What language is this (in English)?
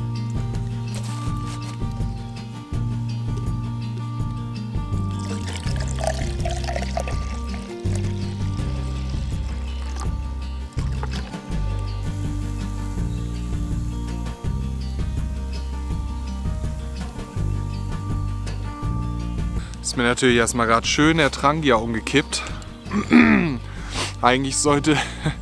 German